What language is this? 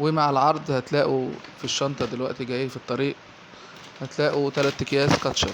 Egyptian Arabic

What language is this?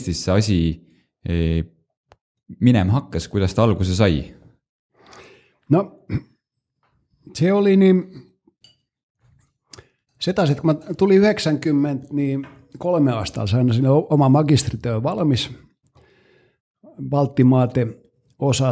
Estonian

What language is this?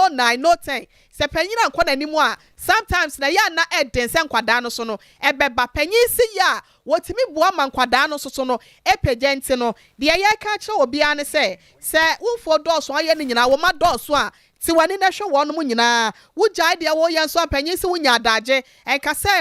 Akan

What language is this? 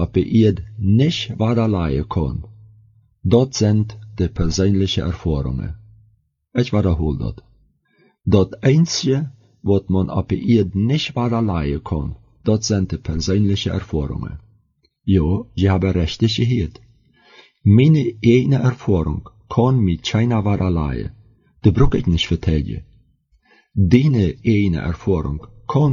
German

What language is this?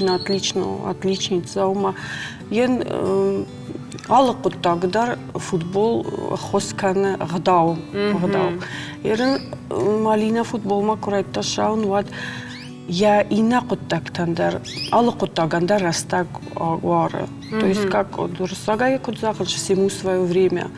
Ossetic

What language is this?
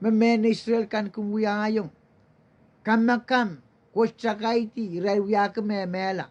Pohnpeian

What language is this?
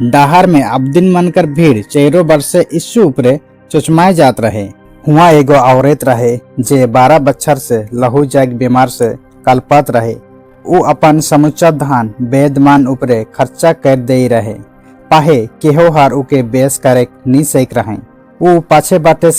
Sadri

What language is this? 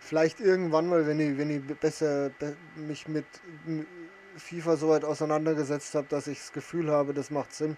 Bavarian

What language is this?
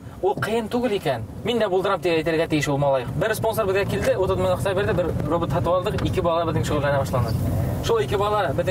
Bashkir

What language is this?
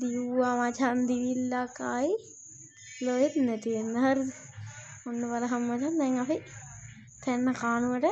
Sinhala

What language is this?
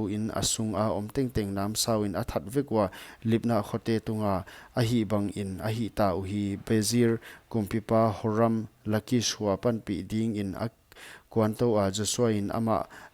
Paite Chin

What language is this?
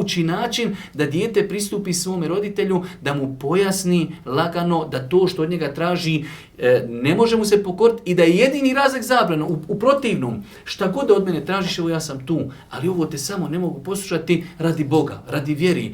Bosnian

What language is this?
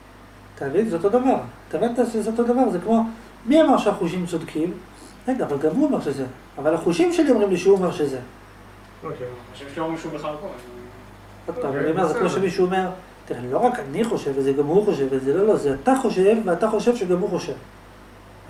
Hebrew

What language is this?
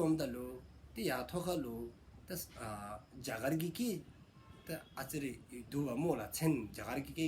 Dzongkha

